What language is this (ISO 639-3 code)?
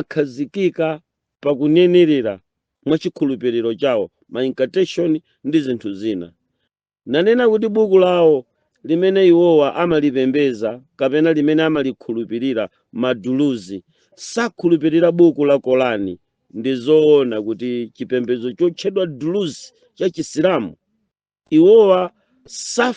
nya